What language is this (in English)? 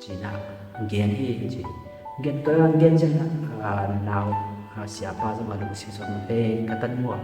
Tedim Chin